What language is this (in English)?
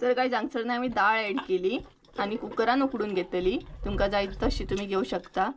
Konkani